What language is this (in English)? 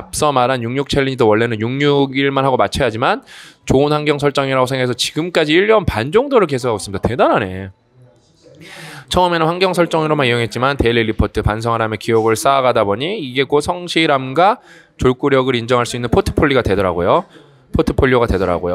Korean